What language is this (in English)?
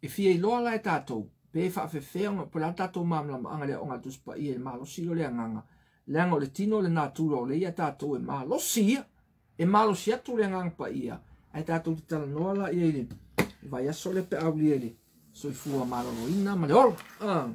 Samoan